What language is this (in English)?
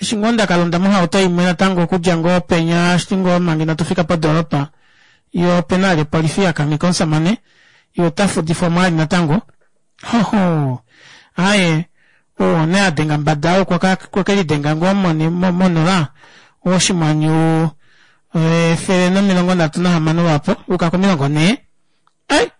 Kuanyama